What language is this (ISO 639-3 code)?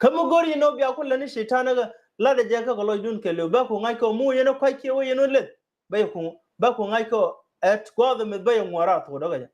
nus